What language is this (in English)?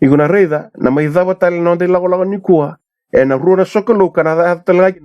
Fijian